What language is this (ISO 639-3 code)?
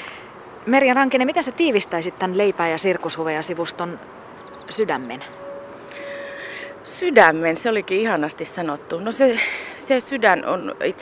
fin